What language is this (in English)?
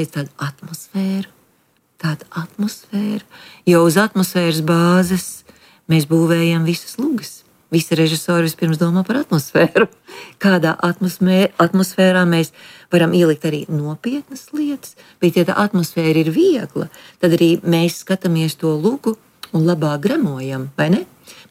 Latvian